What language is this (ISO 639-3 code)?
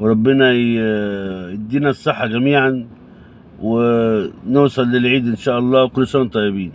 arz